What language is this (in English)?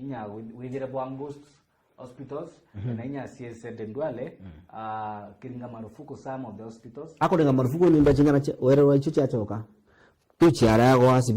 Meru